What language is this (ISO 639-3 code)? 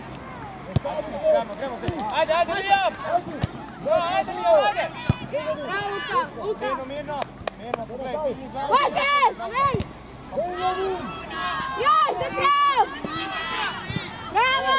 hrv